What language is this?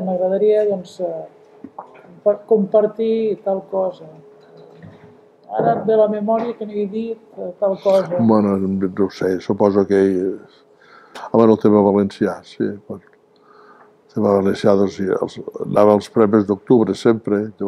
Catalan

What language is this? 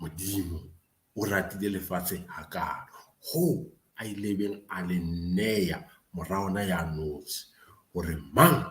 Southern Sotho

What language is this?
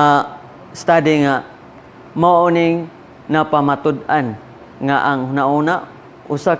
Cebuano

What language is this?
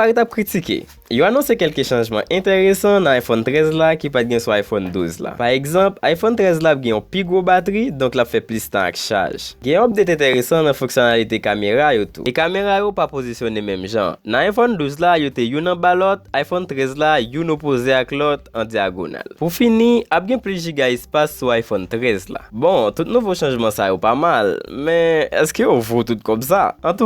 Haitian Creole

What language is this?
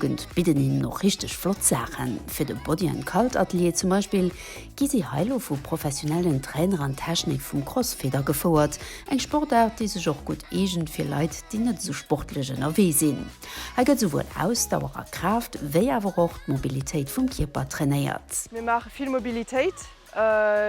Luxembourgish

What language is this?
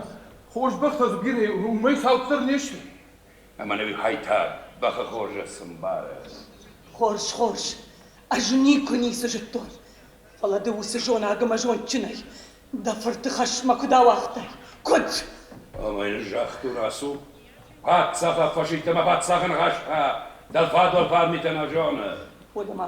Ossetic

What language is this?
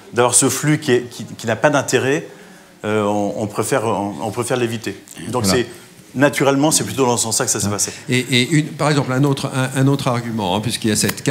French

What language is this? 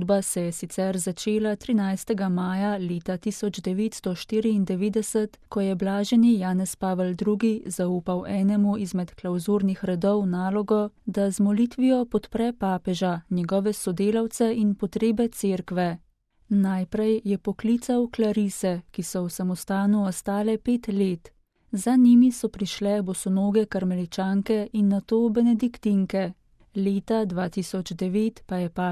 Slovenian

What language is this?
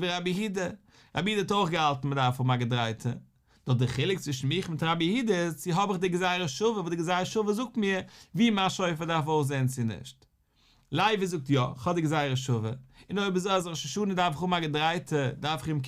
Yiddish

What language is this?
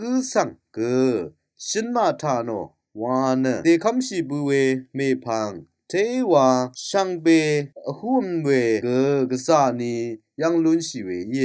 Rawang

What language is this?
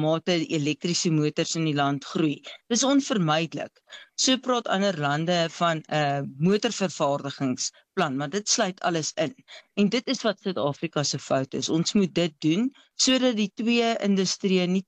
Afrikaans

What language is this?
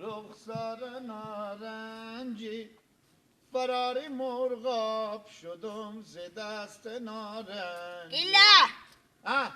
Persian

